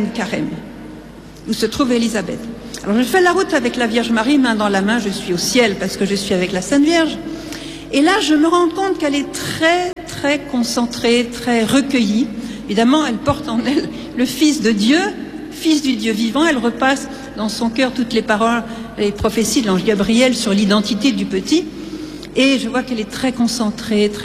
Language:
French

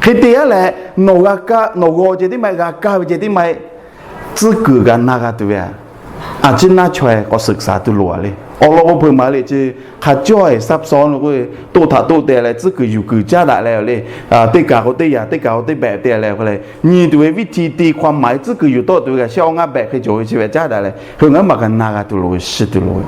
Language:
Lahu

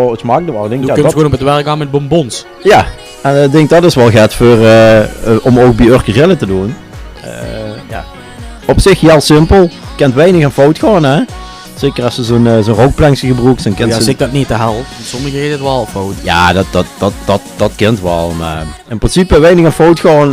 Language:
Limburgish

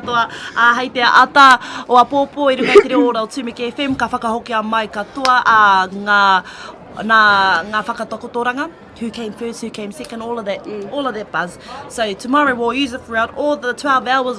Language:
Māori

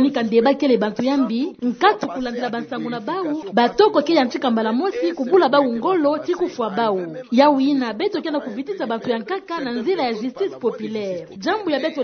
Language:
Kituba (Democratic Republic of Congo)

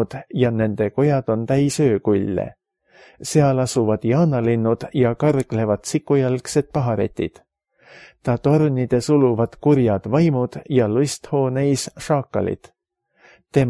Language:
Estonian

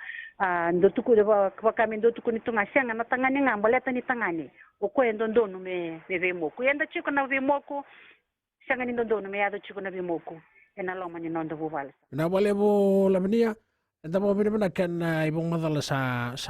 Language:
Fijian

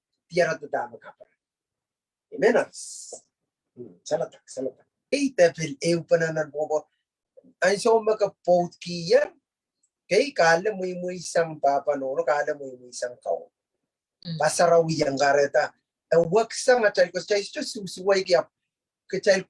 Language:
Pohnpeian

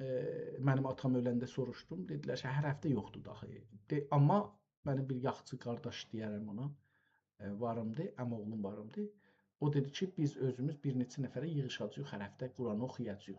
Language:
South Azerbaijani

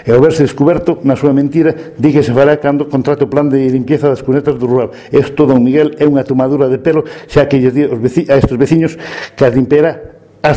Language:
Galician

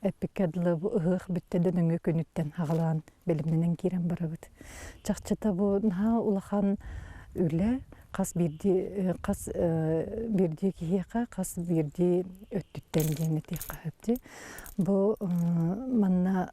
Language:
Yakut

